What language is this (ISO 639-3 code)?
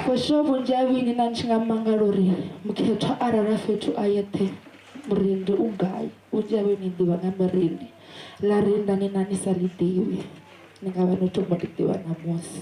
ven